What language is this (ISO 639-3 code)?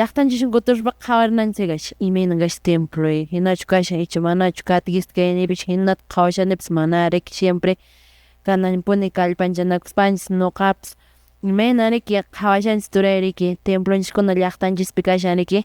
que